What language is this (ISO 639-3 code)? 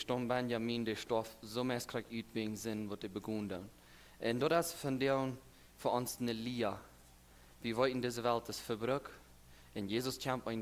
pdt